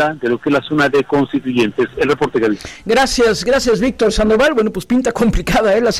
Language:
Spanish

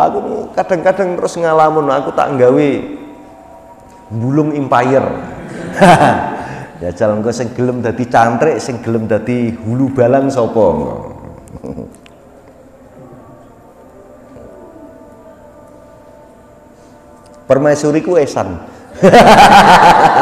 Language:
Javanese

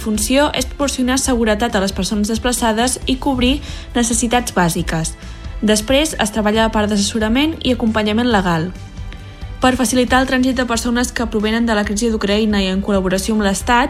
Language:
Catalan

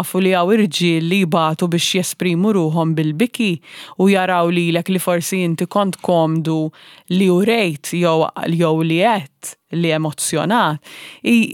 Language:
Maltese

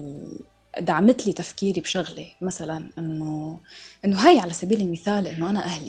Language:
North Levantine Arabic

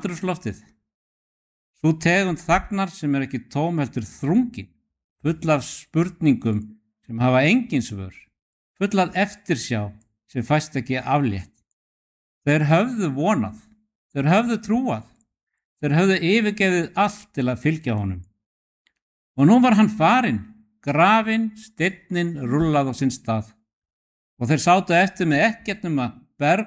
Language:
Icelandic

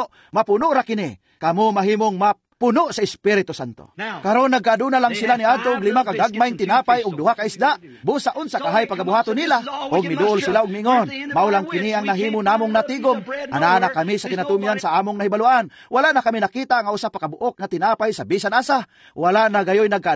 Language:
Cebuano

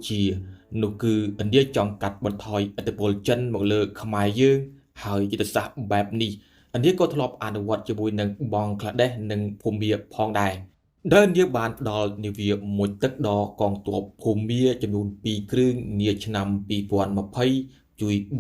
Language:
Khmer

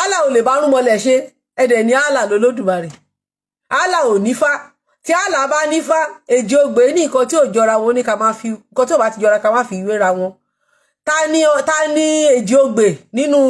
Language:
Yoruba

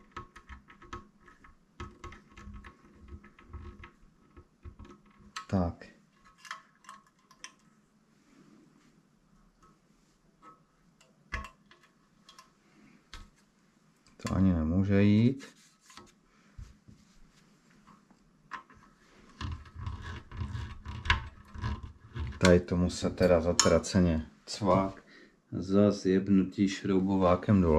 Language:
Czech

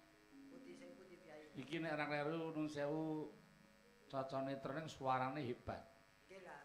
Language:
Javanese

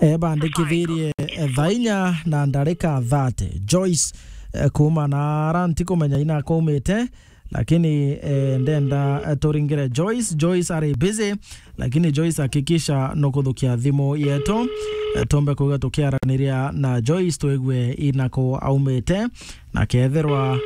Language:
Meru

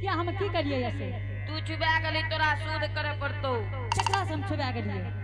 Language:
Angika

